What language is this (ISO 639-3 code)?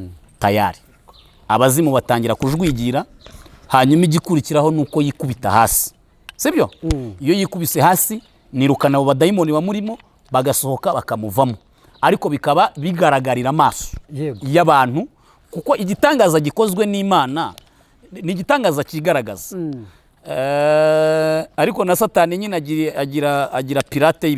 kin